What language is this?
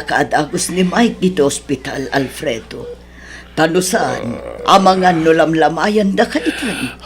Iloko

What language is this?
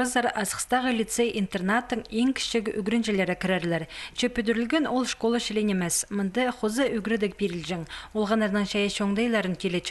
Khakas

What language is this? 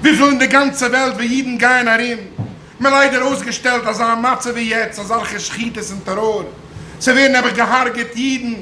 Yiddish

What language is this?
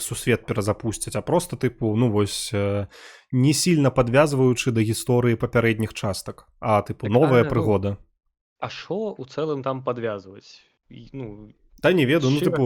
Belarusian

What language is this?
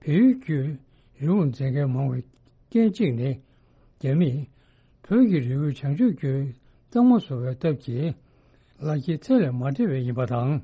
Tibetan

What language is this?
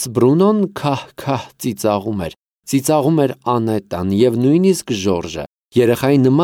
Armenian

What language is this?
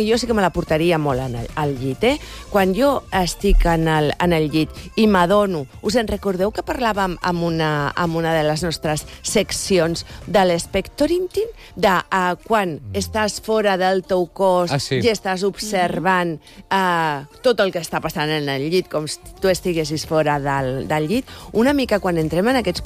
Catalan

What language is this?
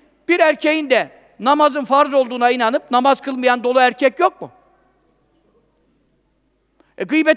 Turkish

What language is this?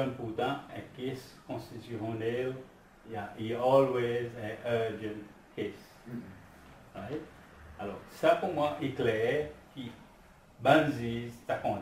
Seselwa Creole French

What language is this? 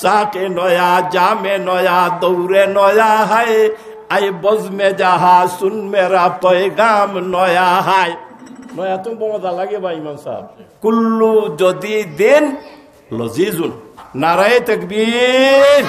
Sylheti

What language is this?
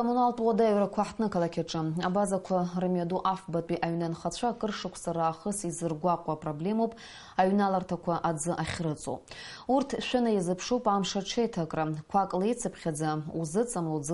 Abkhazian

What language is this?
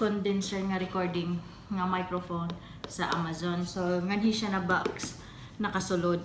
Cebuano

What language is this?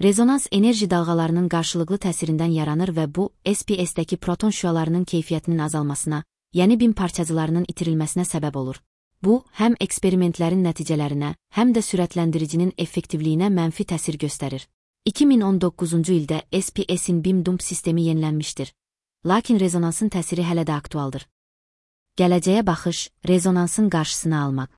Azerbaijani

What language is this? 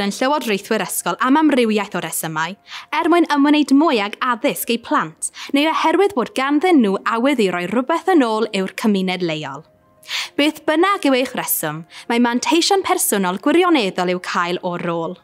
Welsh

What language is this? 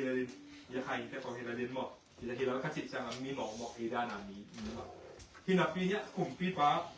Tedim Chin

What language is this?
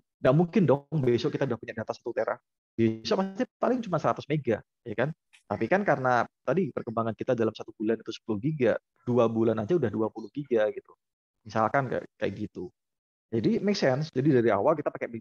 Indonesian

